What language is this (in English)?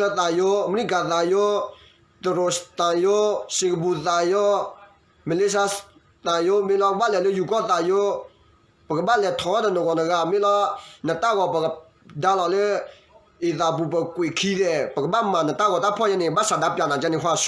S'gaw Karen